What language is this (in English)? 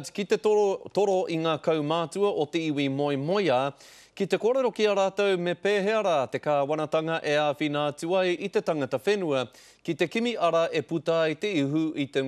Māori